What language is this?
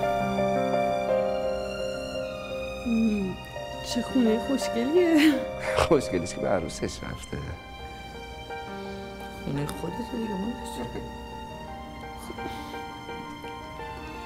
Persian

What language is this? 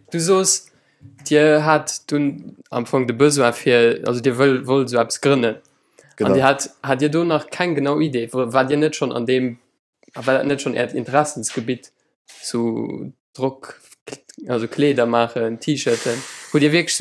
Luxembourgish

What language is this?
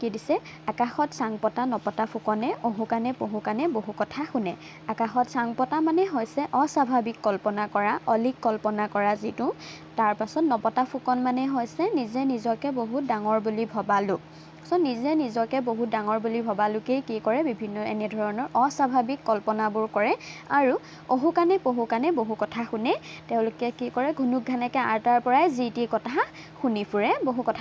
Assamese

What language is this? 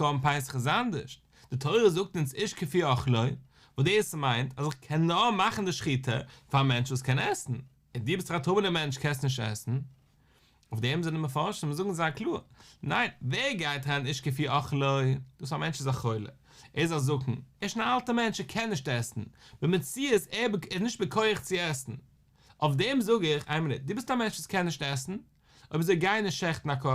Yiddish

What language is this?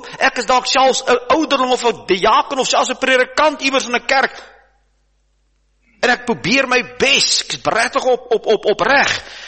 Afrikaans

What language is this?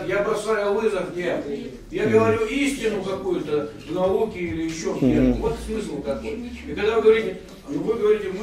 Russian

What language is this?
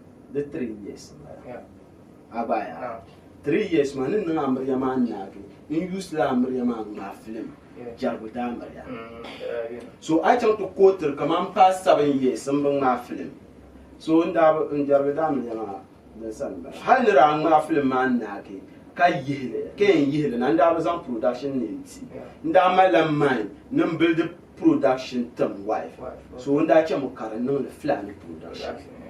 Dagbani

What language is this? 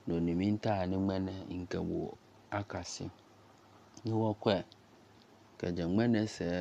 Akan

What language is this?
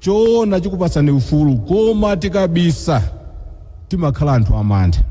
Nyanja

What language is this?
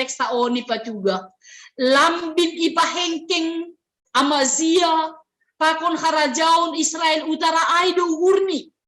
Batak Simalungun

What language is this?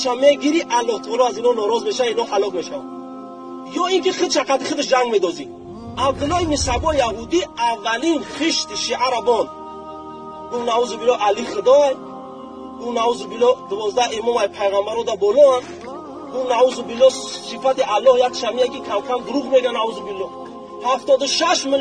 Tajik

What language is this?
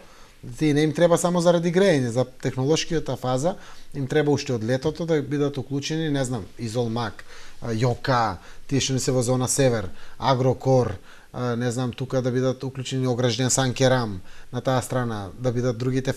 Macedonian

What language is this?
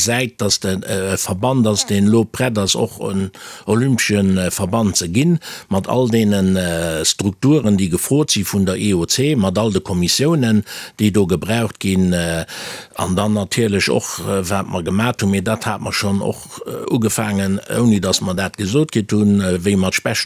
Luxembourgish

